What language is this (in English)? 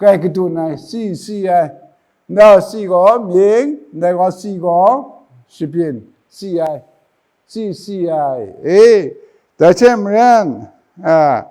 Kachin